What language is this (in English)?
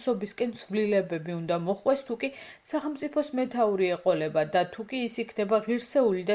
Georgian